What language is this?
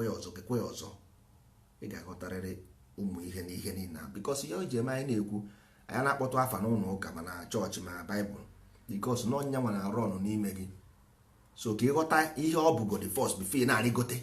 Igbo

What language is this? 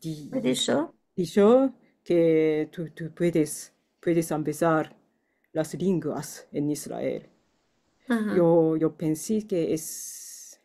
Ladino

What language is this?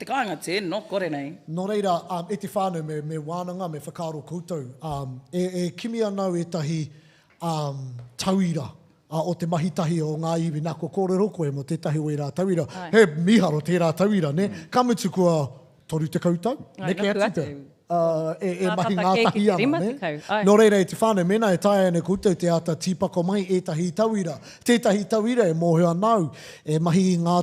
Māori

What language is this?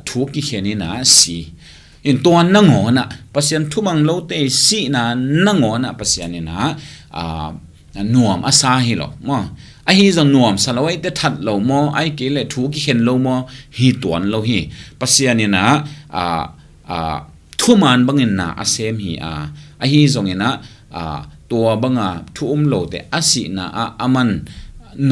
Tedim Chin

